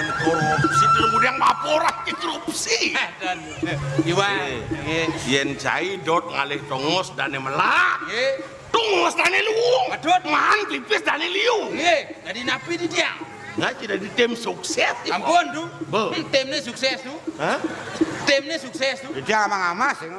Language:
Balinese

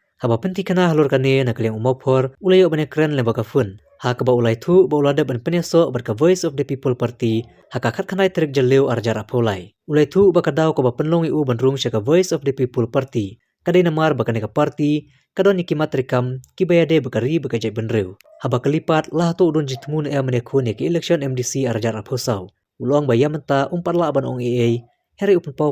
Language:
Khasi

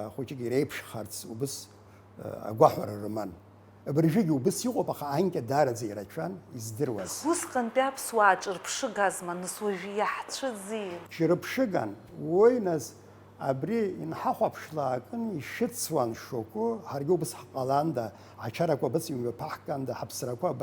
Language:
Abkhazian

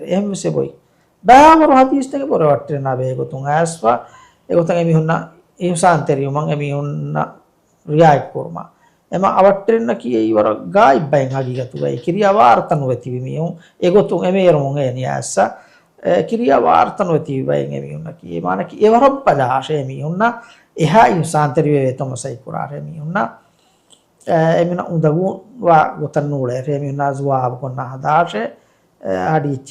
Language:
Divehi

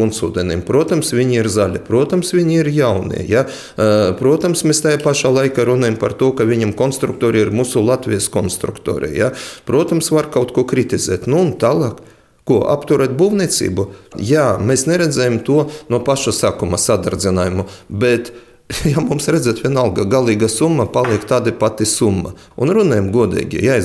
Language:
Latvian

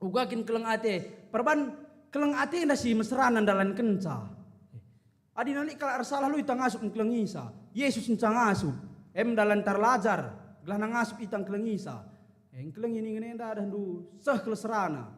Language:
Batak Karo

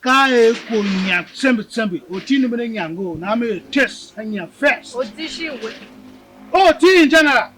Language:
Tiv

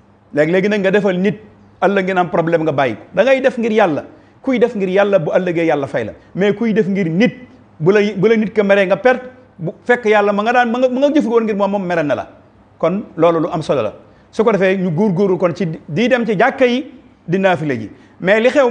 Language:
Wolof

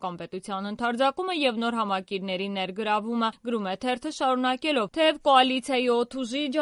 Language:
Armenian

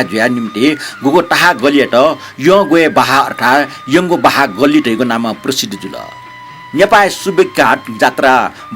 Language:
Newari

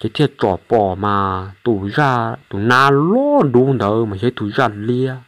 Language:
Hmong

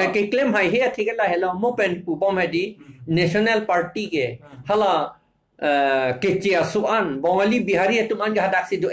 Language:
Karbi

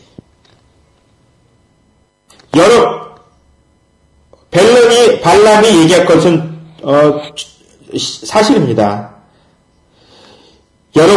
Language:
Korean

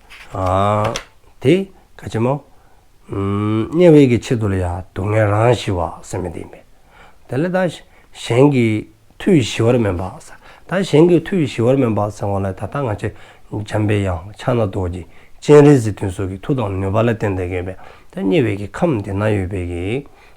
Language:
Dzongkha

